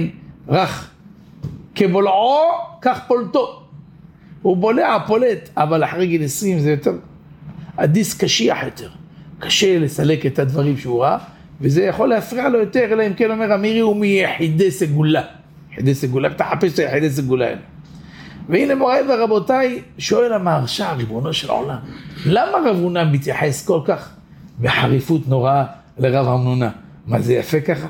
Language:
Hebrew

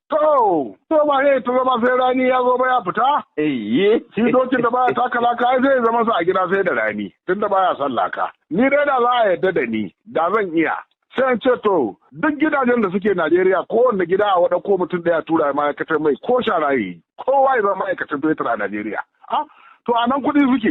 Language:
Hausa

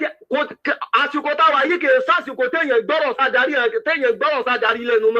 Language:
Yoruba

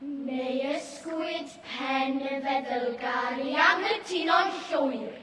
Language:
Welsh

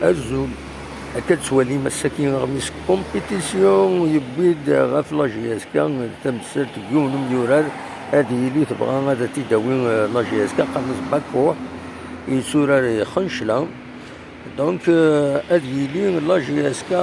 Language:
Kabyle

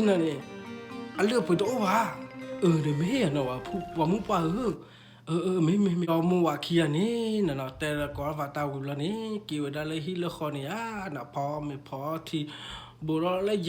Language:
S'gaw Karen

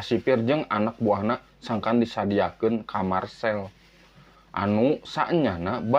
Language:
Sundanese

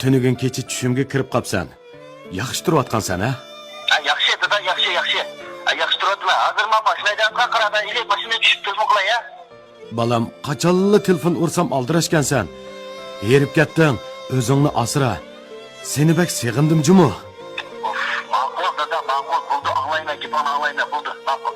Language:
Uyghur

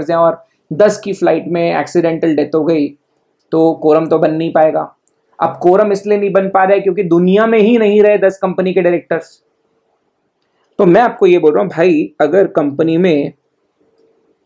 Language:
Hindi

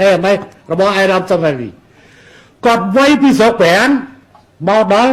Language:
Khmer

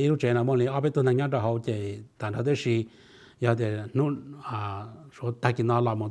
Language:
Vietnamese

